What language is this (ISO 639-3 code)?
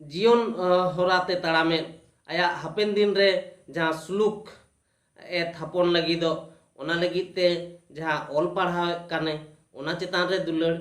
sat